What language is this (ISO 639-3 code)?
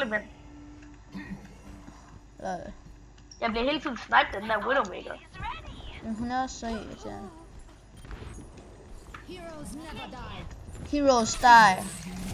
dan